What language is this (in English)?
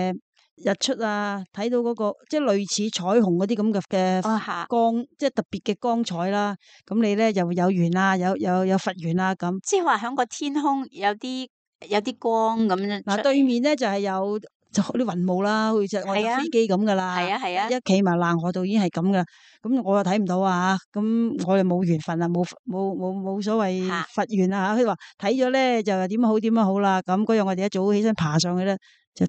Cantonese